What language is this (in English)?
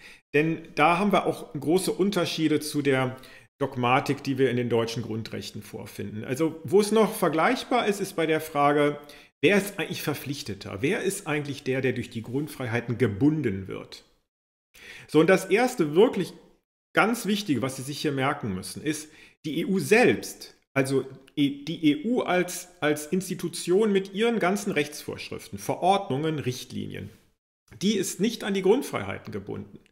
German